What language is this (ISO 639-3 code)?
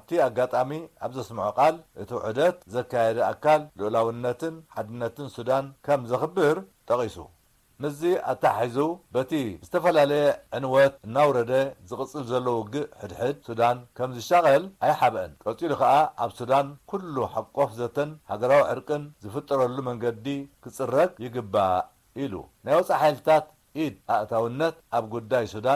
tir